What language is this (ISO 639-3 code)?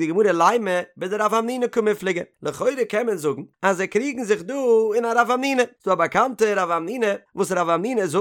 yid